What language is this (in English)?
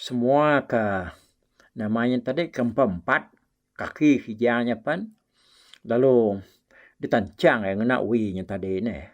Iban